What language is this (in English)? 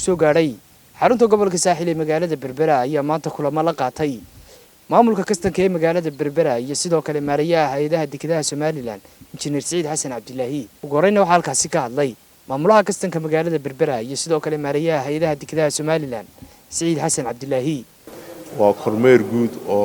Somali